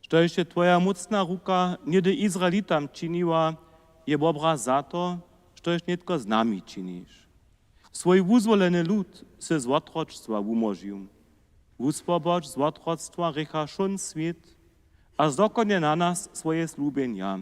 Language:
Upper Sorbian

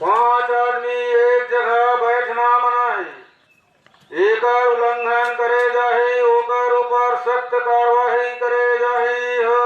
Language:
Chhattisgarhi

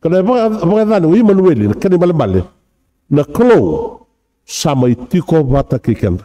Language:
Fijian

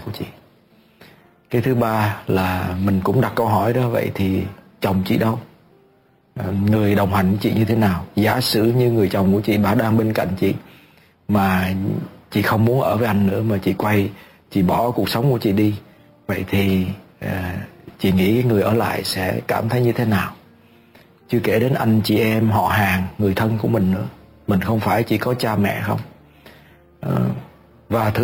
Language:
Vietnamese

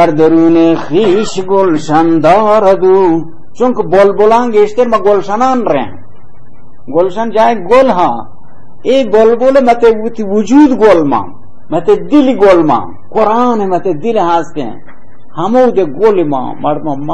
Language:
Baluchi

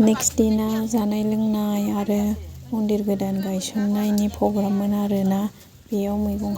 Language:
Bodo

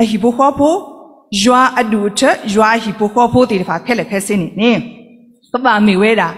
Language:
S'gaw Karen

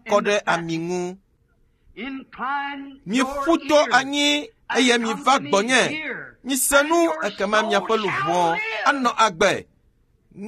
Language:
Ewe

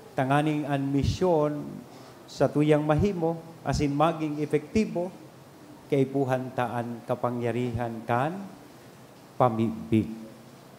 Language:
Bikol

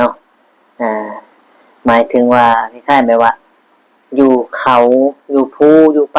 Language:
Northeastern Thai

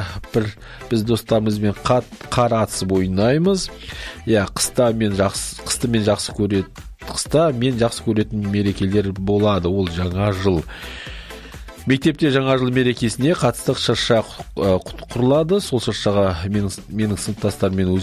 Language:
Kazakh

